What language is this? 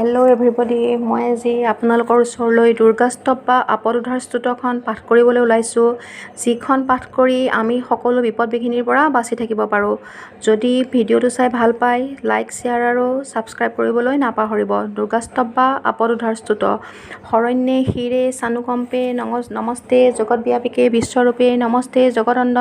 Assamese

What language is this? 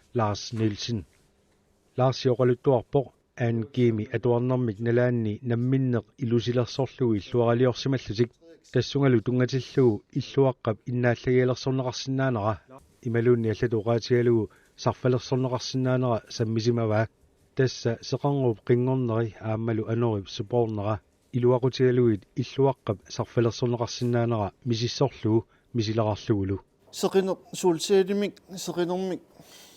Kalaallisut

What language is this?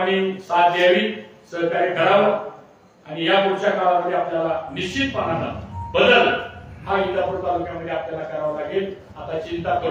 Marathi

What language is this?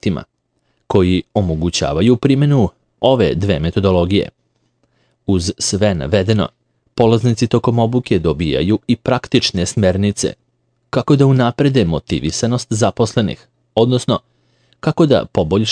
Serbian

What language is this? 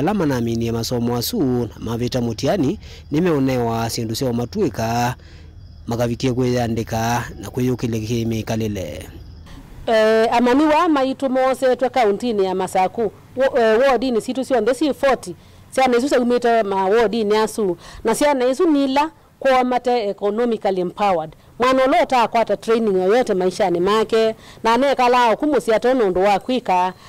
Kamba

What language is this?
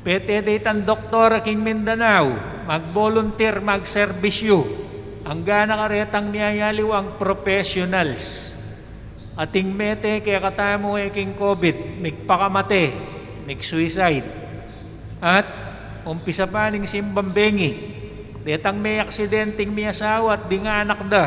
Pampanga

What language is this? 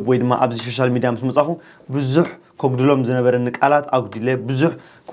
Tigrinya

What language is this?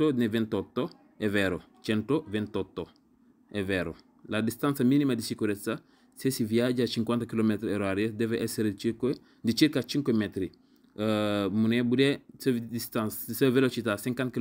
Wolof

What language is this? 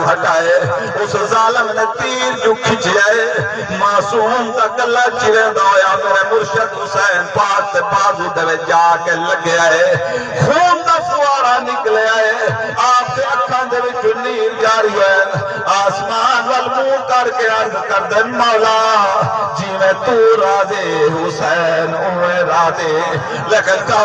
Saraiki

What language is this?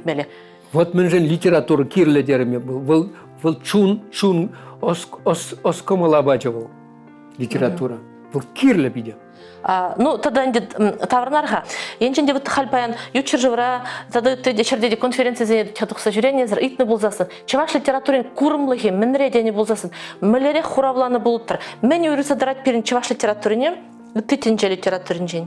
Chuvash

